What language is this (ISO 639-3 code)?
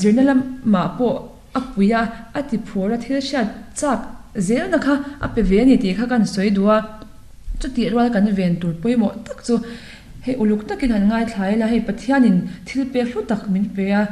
lus